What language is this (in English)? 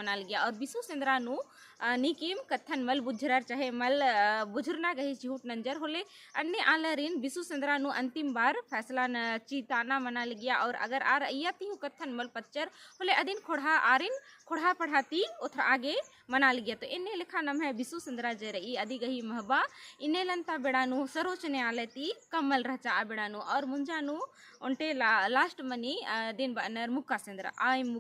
Kurukh